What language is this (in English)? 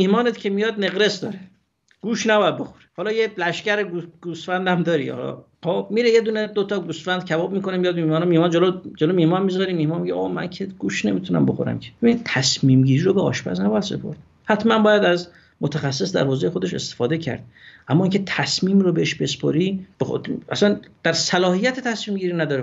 Persian